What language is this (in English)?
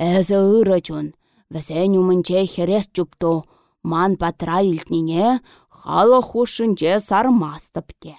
Chuvash